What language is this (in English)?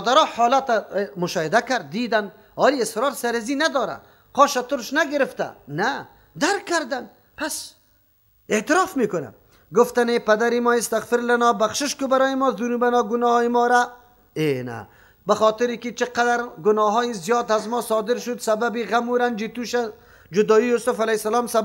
Persian